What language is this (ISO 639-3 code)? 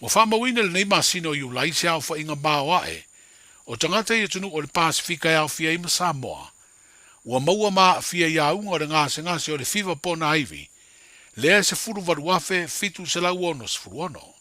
smo